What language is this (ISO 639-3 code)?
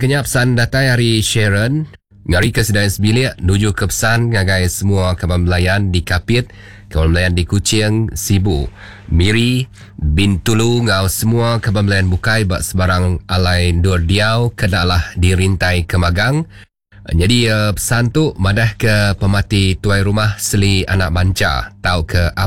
iba